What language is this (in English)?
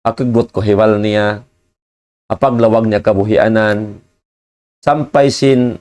Tausug